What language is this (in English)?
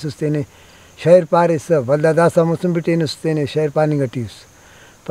Brahui